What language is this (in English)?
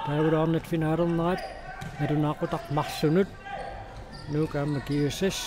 Kalaallisut